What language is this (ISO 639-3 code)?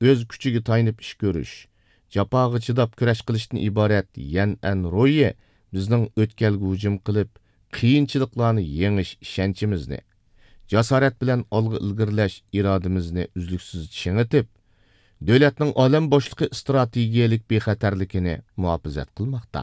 uig